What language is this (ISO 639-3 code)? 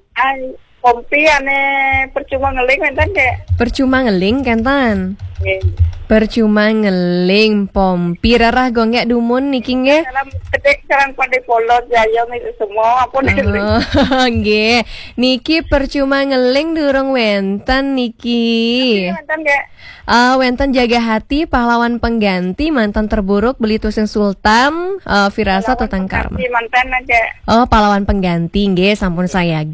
ban